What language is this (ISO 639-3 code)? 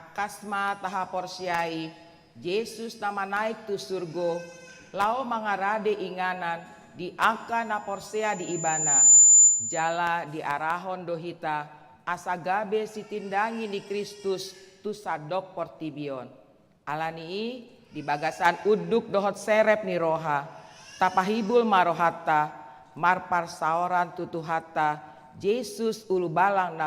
bbc